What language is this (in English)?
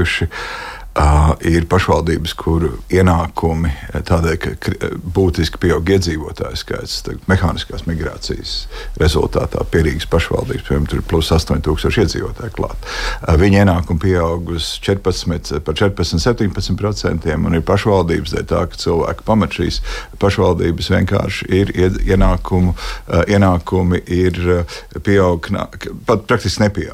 Latvian